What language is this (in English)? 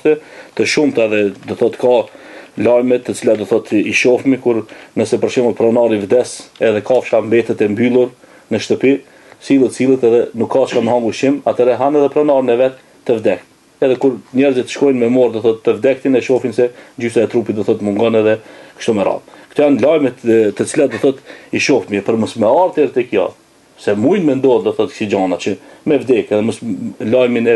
Albanian